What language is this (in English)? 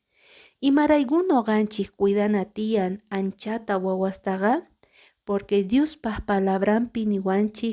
Quechua